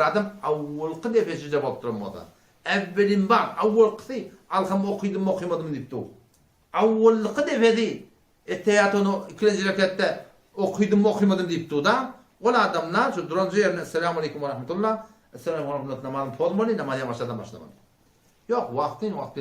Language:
Turkmen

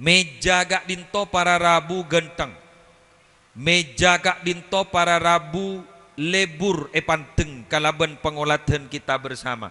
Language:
Madurese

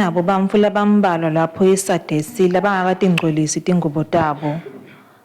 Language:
Swati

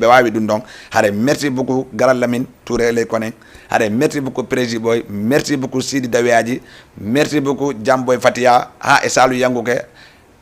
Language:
Fula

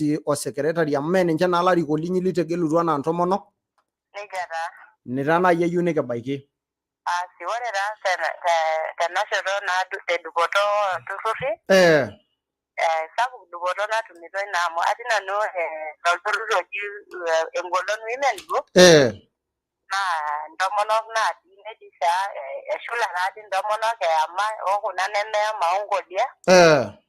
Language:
Masai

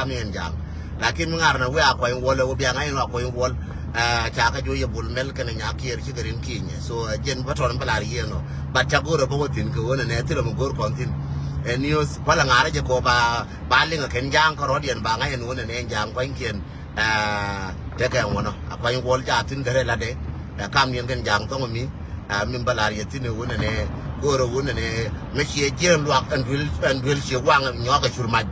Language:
Nuer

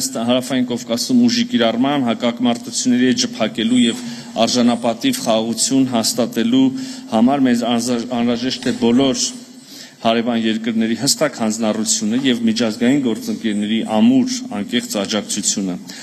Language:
Armenian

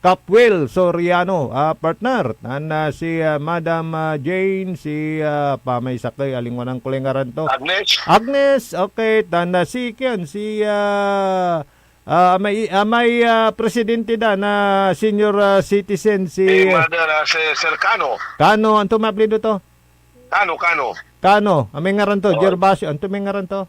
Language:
Pangasinan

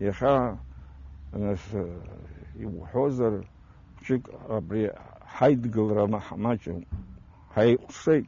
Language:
Abkhazian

